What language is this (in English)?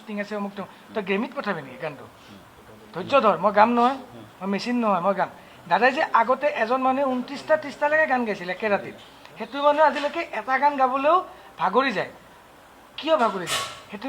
Assamese